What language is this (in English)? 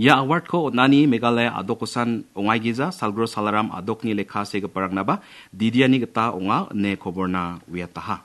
Garo